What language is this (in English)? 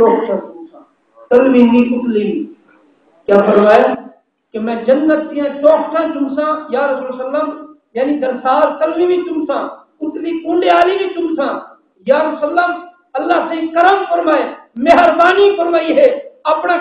Saraiki